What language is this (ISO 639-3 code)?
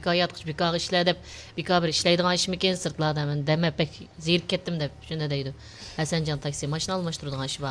uig